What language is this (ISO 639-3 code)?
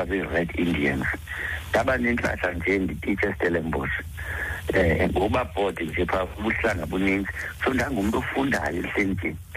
xho